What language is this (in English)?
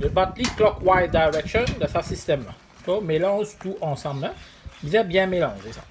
Morisyen